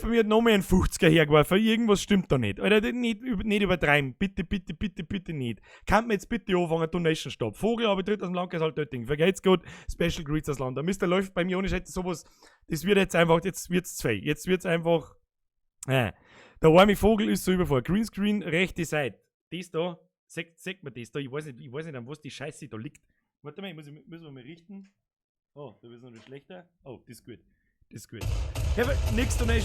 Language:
Bavarian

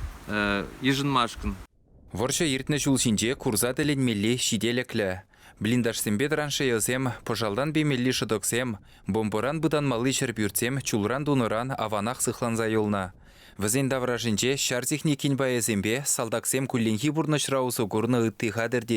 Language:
Chuvash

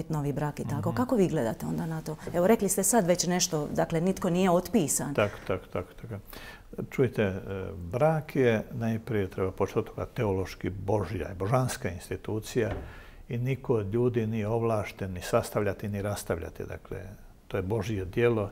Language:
Croatian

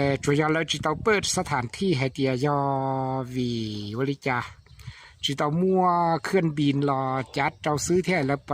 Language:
Hmong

